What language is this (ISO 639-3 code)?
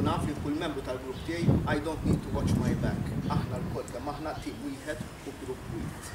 mlt